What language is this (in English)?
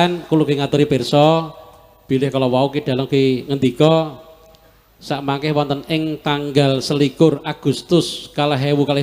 Javanese